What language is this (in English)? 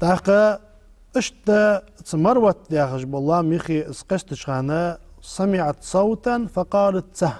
Ingush